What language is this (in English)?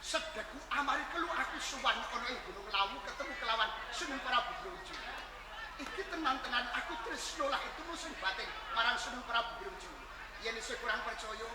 Javanese